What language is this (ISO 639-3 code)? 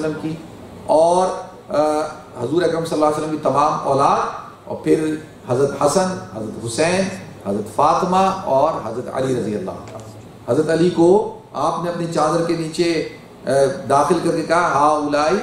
urd